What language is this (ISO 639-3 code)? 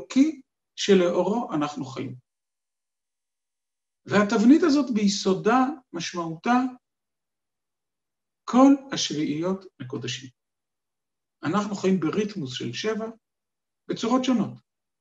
heb